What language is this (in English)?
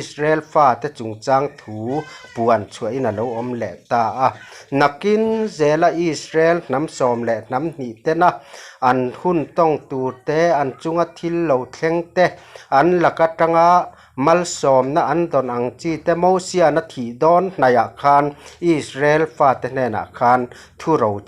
Mizo